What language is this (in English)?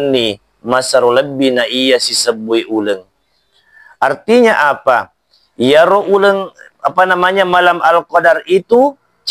Buginese